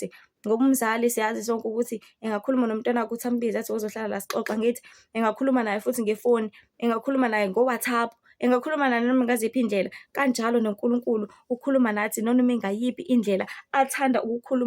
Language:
Zulu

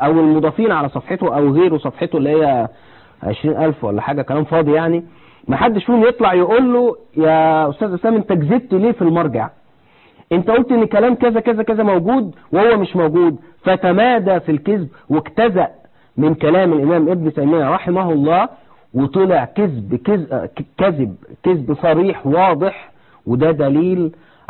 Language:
Egyptian Arabic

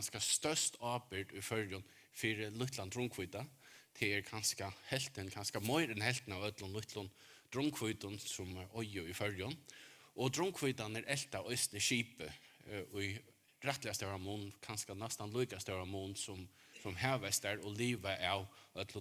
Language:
Faroese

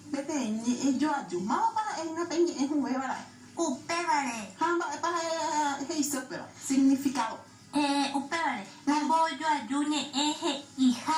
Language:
Guarani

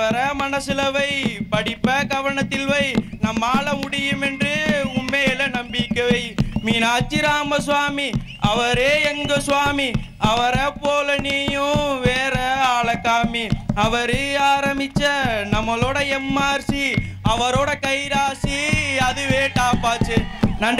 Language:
Tamil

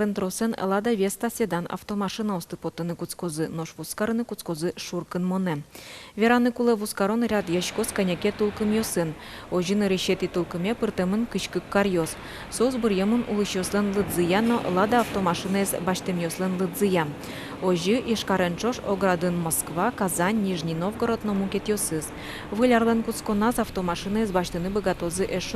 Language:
Udmurt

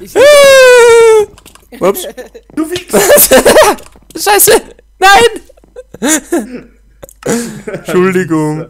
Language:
Bavarian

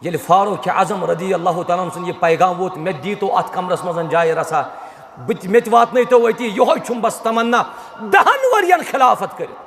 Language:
Kashmiri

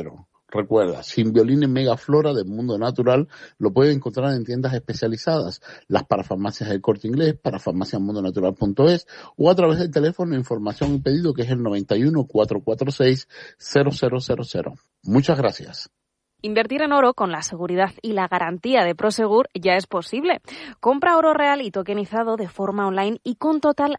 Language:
Spanish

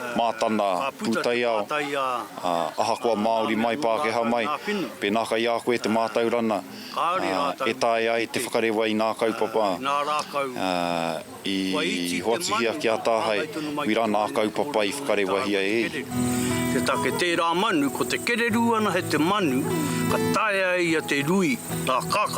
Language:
Māori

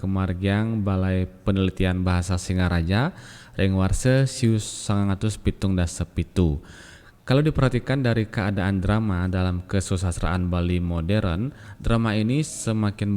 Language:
Balinese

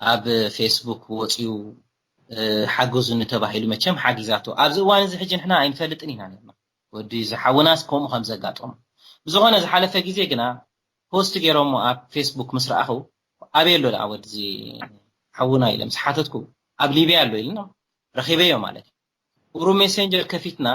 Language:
Tigrinya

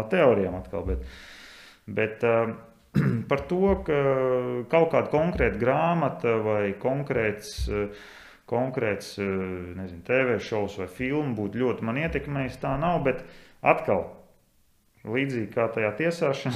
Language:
Latvian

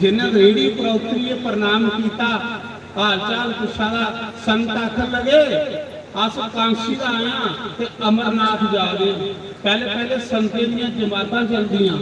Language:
Dogri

